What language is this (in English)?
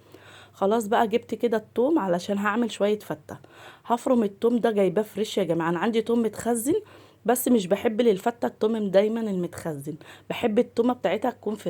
Egyptian Arabic